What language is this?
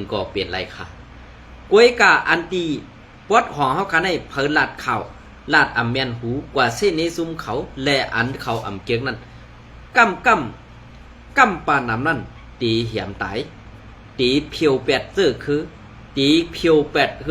Shan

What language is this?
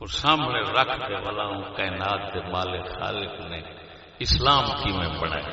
Saraiki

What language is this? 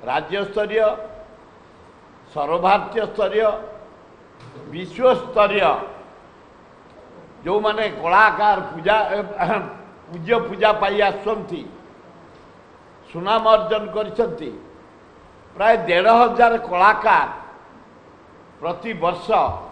Odia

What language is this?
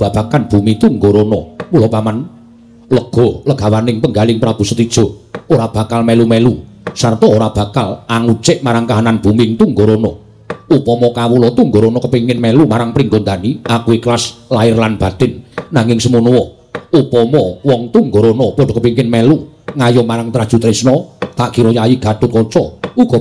Javanese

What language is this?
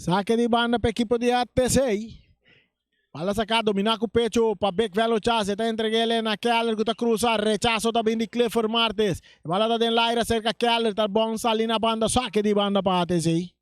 Papiamento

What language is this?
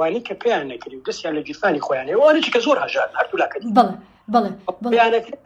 Central Kurdish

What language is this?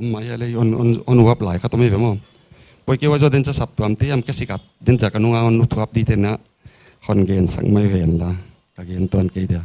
Paite Chin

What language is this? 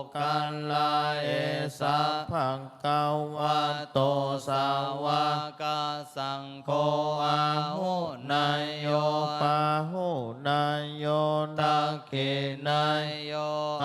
Pali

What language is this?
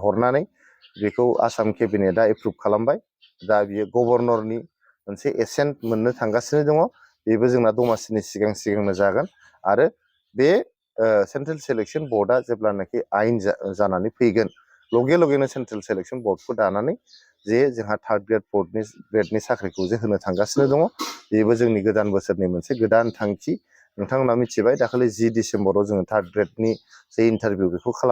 Bodo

